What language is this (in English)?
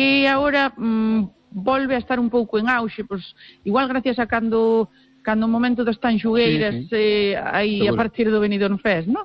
Galician